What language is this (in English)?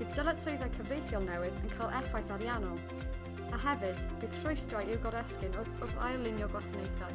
Welsh